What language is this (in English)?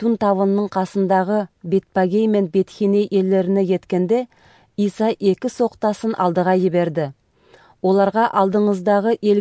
Kazakh